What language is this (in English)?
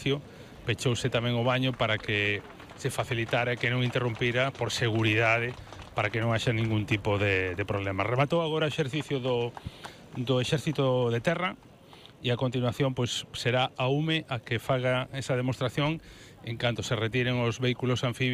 Galician